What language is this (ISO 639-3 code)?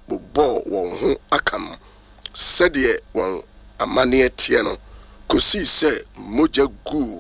aka